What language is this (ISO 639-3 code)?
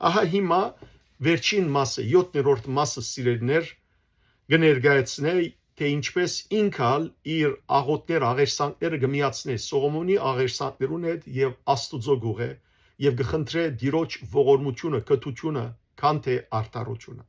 hyw